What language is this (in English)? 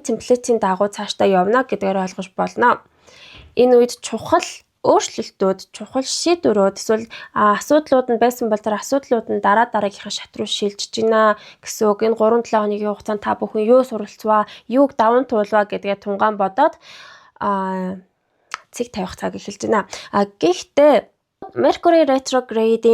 Mongolian